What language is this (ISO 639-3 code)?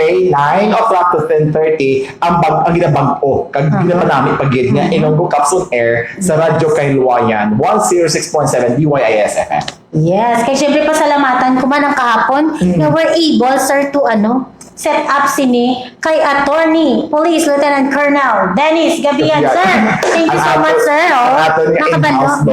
hil